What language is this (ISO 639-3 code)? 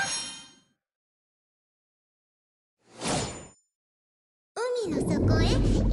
jpn